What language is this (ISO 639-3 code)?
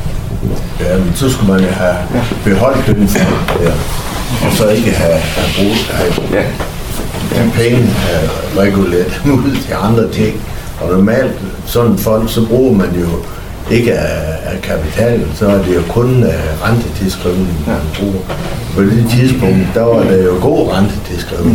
dan